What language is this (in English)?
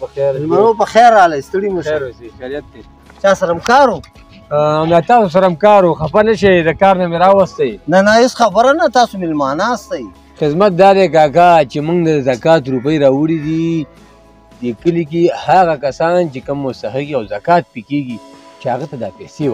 Pashto